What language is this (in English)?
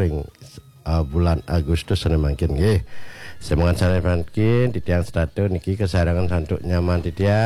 Balinese